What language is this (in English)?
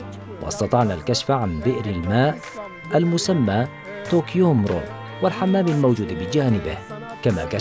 Arabic